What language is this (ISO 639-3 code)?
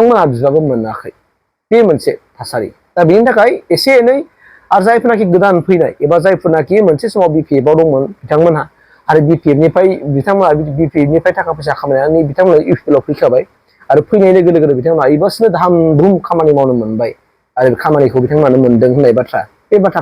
brx